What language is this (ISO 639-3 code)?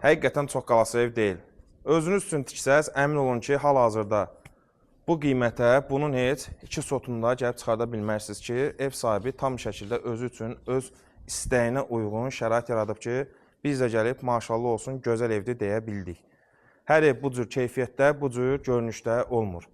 aze